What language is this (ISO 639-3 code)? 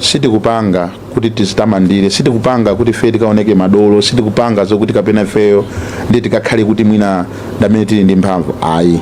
nya